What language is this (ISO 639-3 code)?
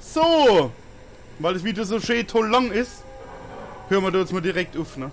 pfl